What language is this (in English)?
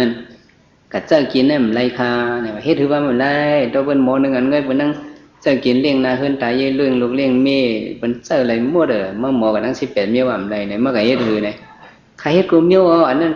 Shan